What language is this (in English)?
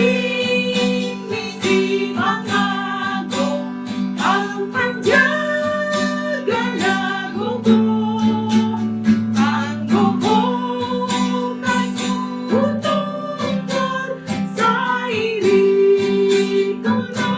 Batak Simalungun